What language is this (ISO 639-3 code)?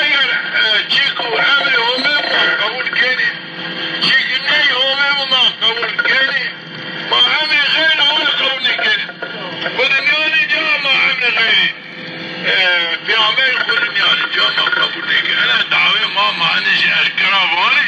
zza